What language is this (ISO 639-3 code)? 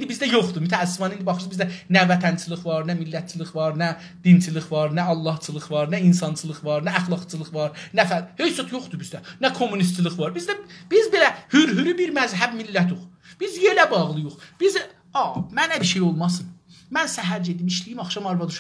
azb